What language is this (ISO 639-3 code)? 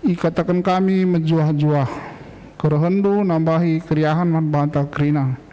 btx